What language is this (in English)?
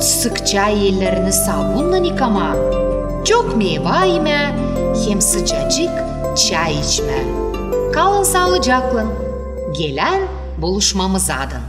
Gagauz